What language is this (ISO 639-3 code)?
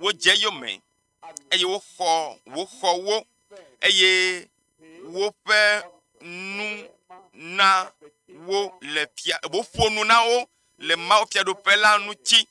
ewe